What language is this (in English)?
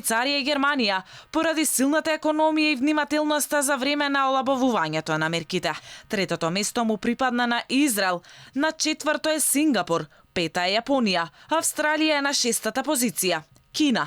Macedonian